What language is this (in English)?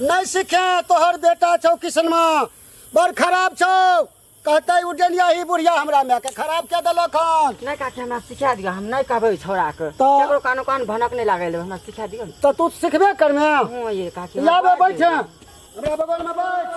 Maithili